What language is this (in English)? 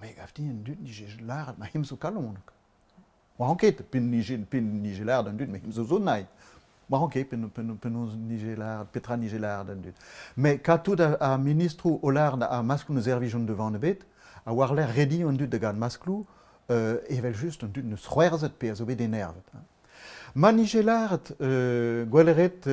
Breton